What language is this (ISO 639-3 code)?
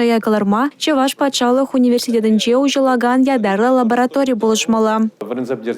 chv